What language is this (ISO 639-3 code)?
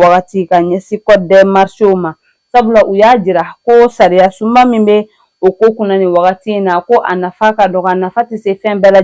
bam